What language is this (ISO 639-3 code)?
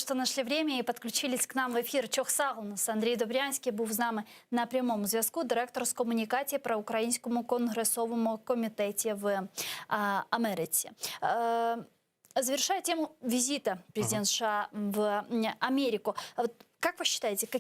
crh